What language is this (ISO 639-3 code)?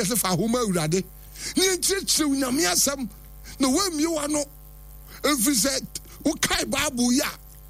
aka